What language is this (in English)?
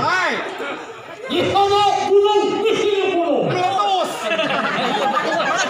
Betawi